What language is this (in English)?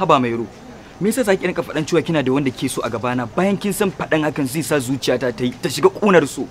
Hausa